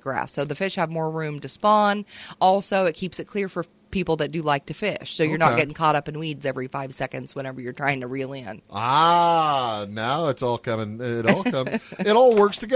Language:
English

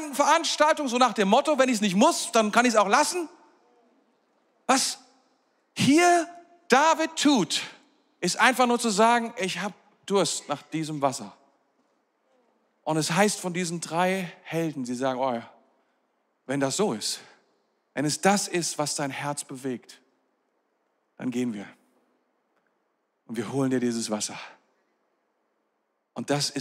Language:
German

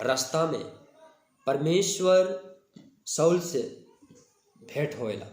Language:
Sadri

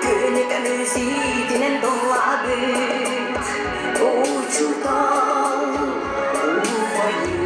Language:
Yakut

